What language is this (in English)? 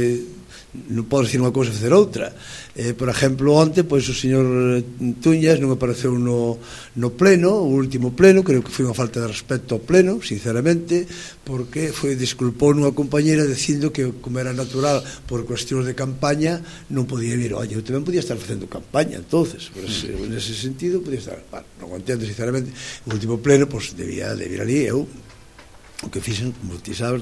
Galician